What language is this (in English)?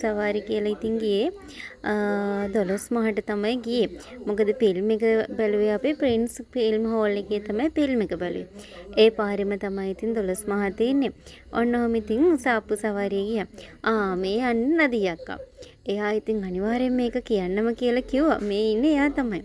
Sinhala